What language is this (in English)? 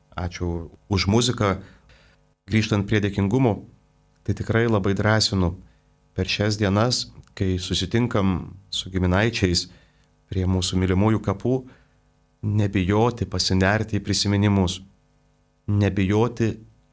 Lithuanian